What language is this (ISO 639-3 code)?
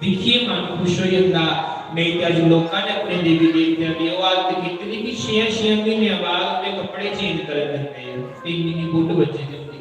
doi